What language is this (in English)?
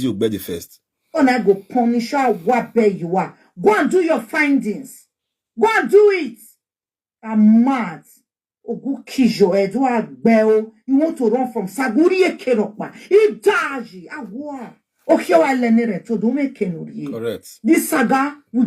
Nigerian Pidgin